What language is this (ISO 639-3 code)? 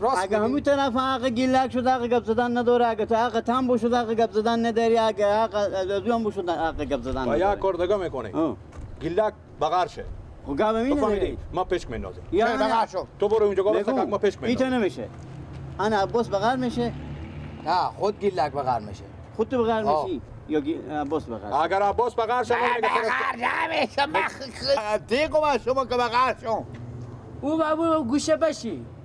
fas